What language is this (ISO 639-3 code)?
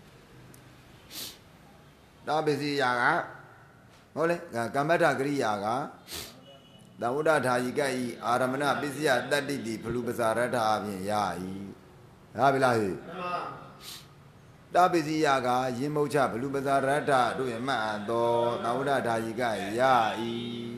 mya